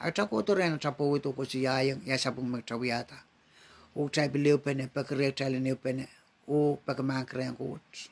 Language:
Pohnpeian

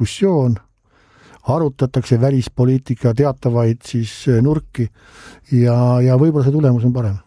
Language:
Estonian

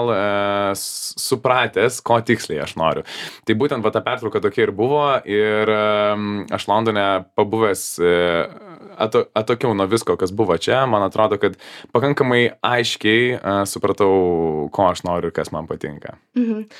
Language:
Lithuanian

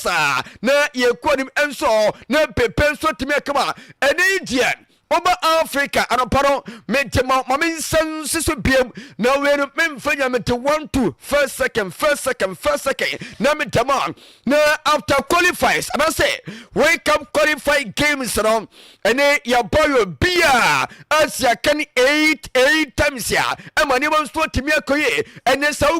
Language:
Akan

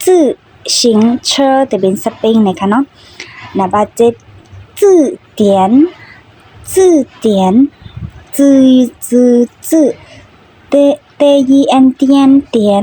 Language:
Shan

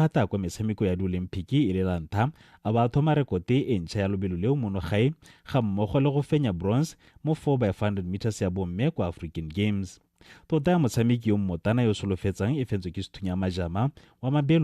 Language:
Tswana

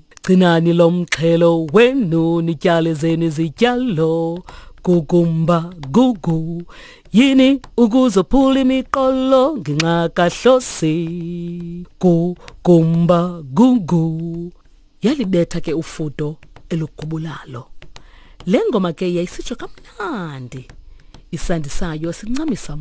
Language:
Xhosa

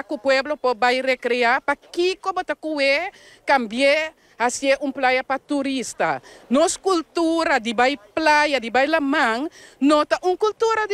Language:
Papiamento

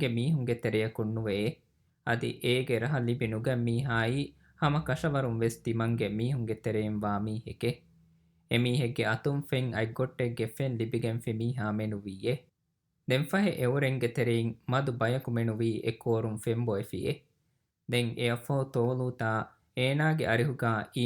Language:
Divehi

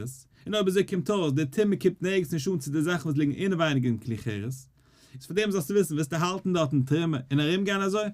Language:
Yiddish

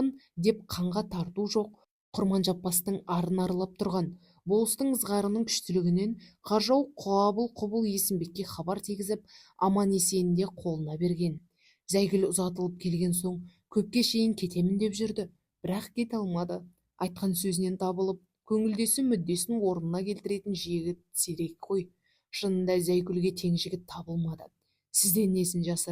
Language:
Kazakh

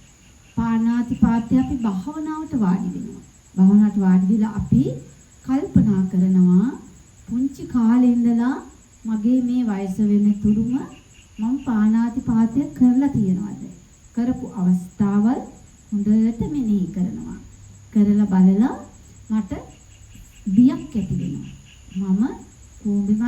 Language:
Sinhala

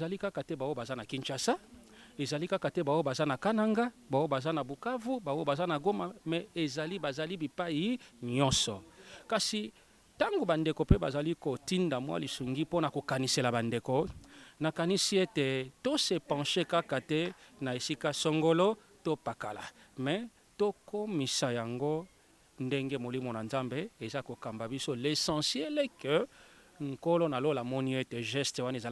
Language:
Lingala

